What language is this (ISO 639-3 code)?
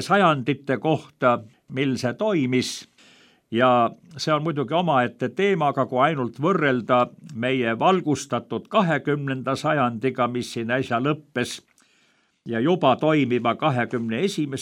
est